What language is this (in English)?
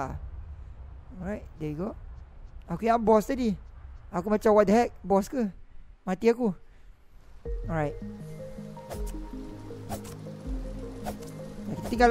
Malay